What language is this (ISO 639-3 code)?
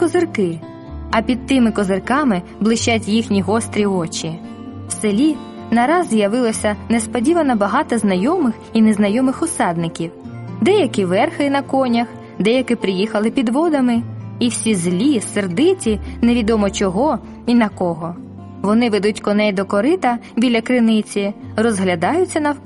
ukr